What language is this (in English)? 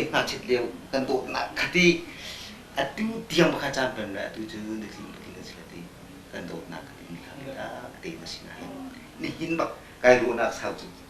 Hakha Chin